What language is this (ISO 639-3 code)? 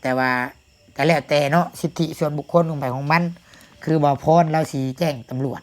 lao